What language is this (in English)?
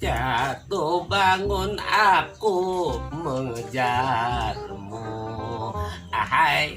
Betawi